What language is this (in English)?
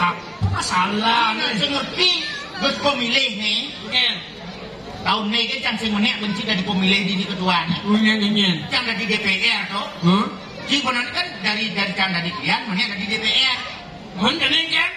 Balinese